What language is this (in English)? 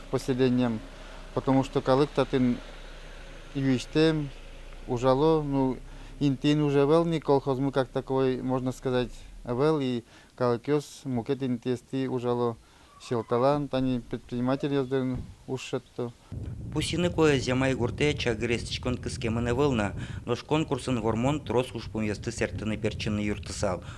Udmurt